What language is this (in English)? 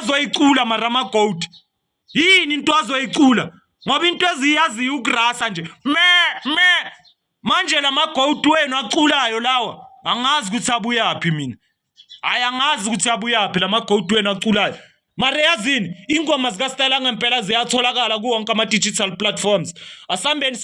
Zulu